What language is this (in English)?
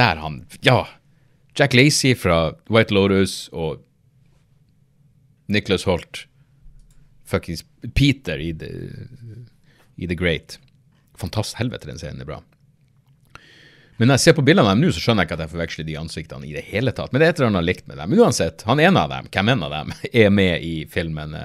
Norwegian